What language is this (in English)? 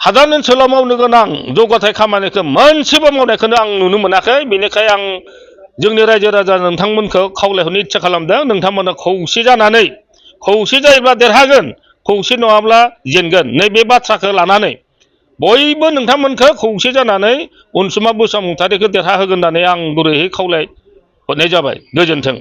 Bodo